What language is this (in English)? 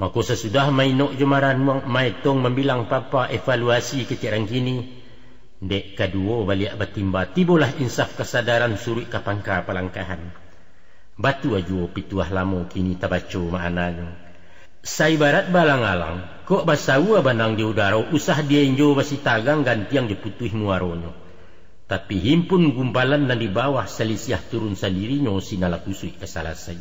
Minangkabau